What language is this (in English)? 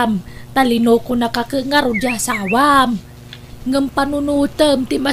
Iloko